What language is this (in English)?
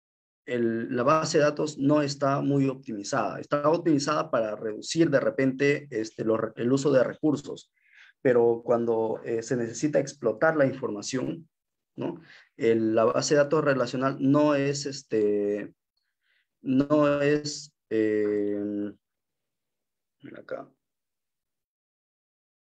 Spanish